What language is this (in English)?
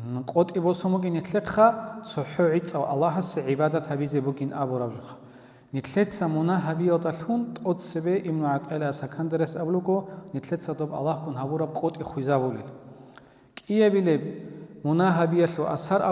Avaric